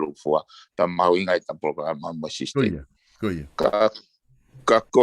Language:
Tongan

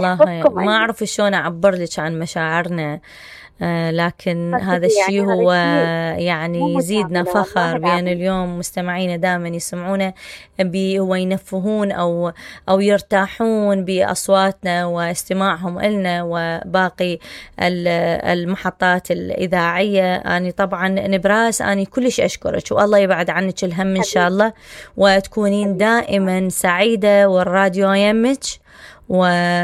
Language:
Mesopotamian Arabic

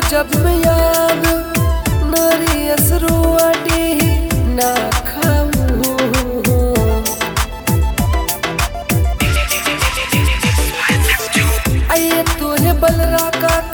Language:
Bhojpuri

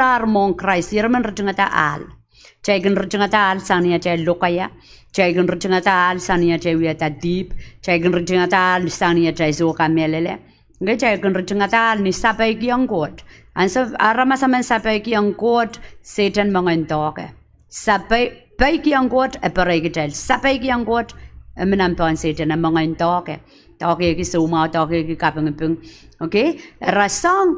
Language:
Pohnpeian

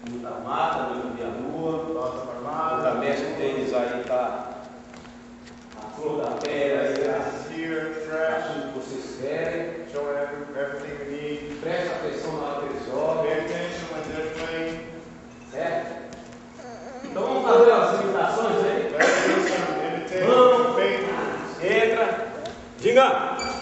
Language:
Portuguese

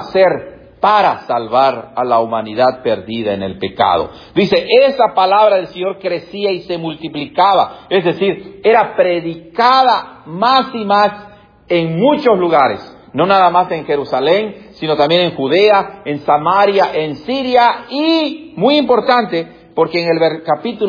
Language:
Spanish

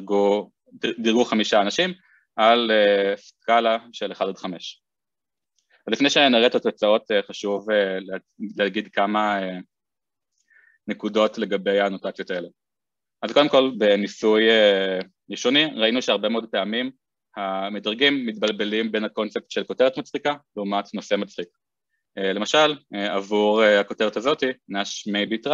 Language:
Hebrew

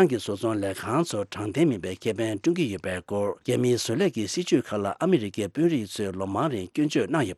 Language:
Tibetan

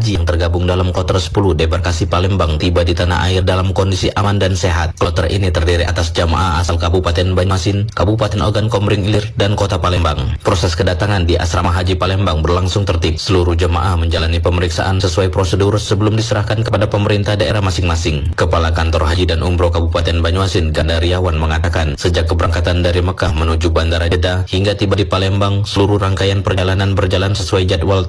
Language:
Indonesian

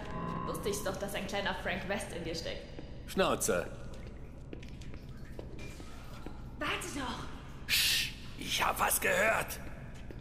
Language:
German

